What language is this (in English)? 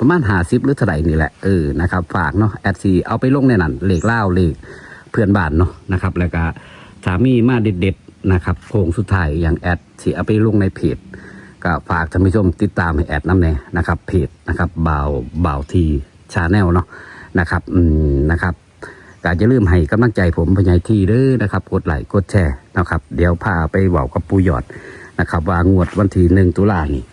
Northeastern Thai